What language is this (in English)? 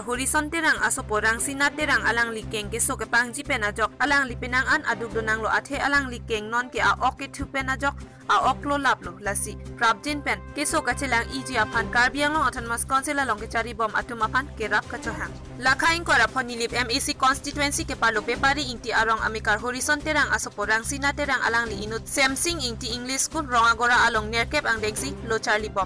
Karbi